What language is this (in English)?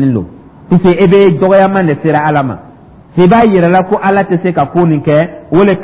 Dyula